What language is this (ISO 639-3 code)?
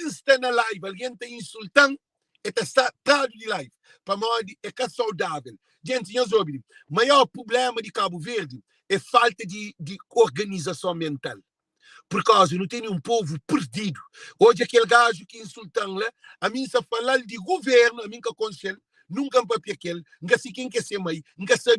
kea